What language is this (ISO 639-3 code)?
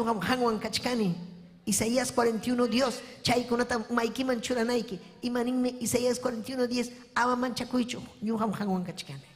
quy